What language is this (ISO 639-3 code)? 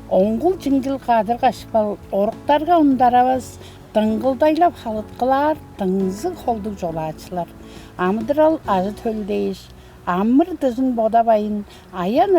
tyv